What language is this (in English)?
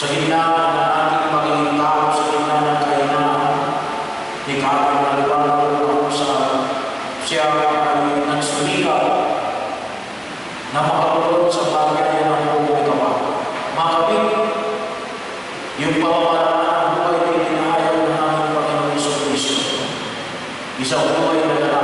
Filipino